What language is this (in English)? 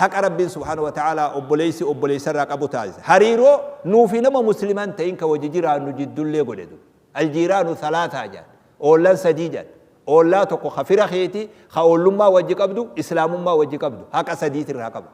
Oromo